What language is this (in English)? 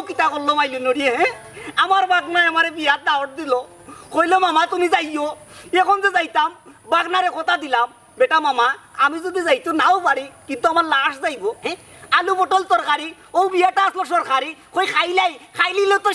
Sylheti